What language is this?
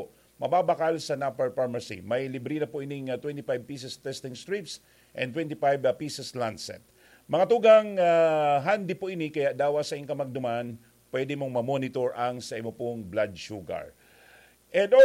Bikol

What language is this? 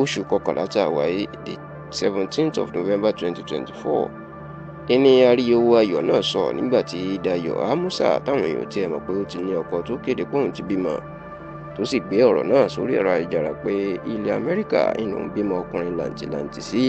Yoruba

